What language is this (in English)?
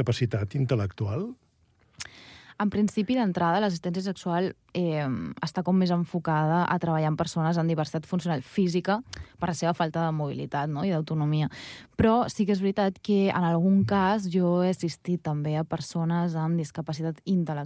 Catalan